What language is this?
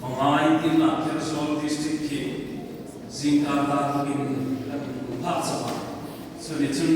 Hmar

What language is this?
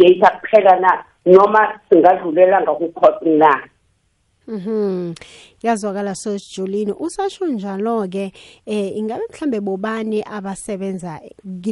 South Ndebele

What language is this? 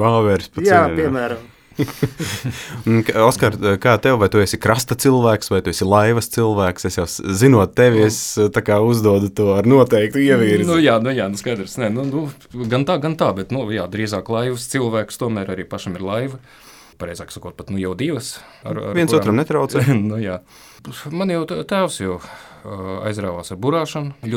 Latvian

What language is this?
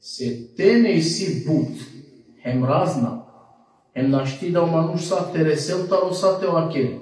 Balkan Romani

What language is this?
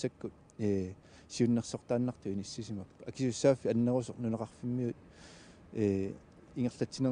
Kalaallisut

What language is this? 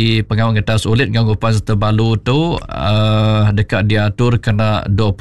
Iban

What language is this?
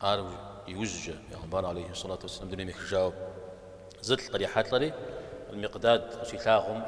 Kabardian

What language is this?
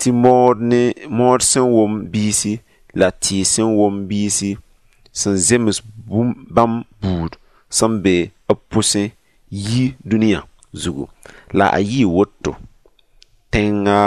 Mossi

